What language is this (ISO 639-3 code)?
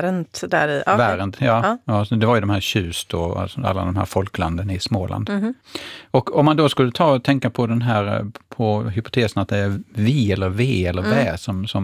swe